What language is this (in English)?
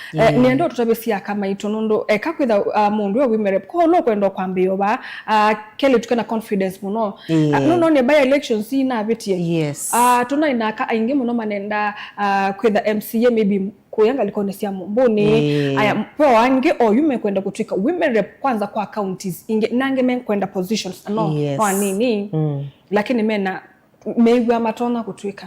Kamba